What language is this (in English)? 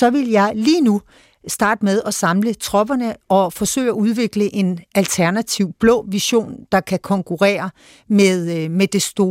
Danish